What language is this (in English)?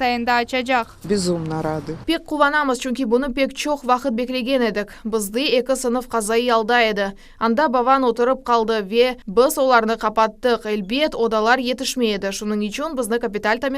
Crimean Tatar